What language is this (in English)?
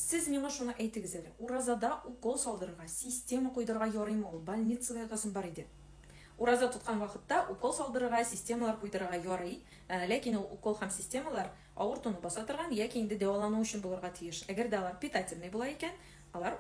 Tatar